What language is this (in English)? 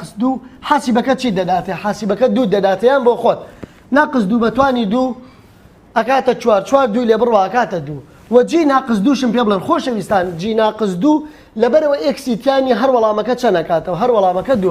Central Kurdish